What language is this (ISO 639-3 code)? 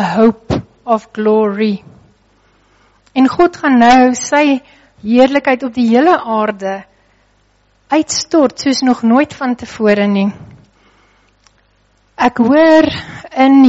afr